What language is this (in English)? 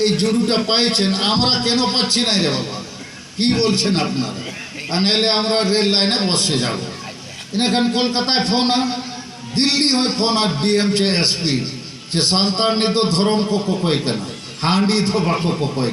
Santali